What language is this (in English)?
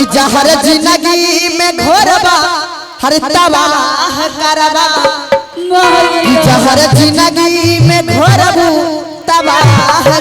Magahi